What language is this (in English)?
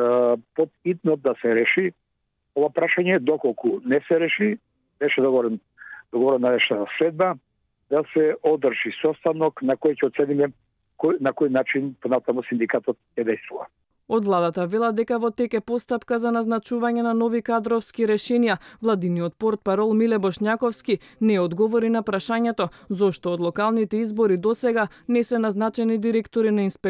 Macedonian